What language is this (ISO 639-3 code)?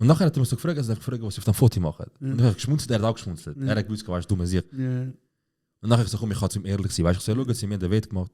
gsw